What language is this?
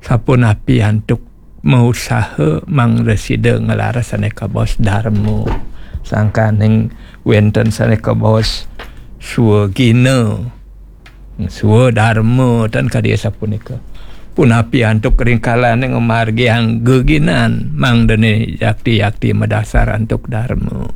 Balinese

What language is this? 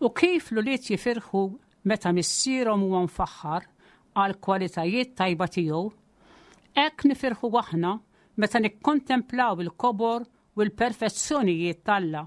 Maltese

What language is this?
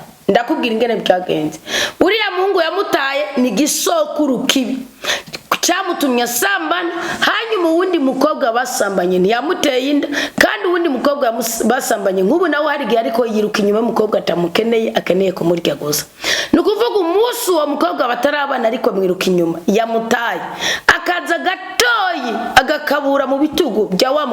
Rundi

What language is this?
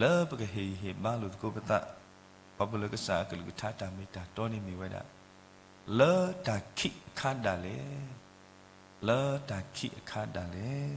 S'gaw Karen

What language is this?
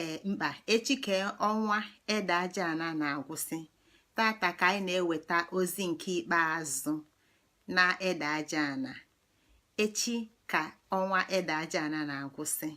Igbo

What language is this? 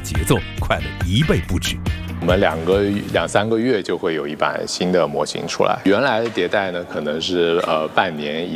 Chinese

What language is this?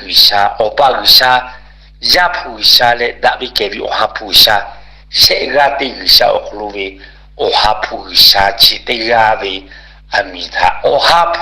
Lahu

